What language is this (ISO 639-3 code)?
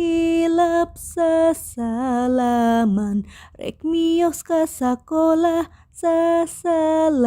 sun